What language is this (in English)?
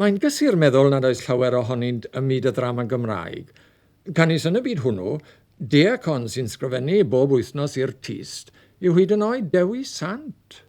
Welsh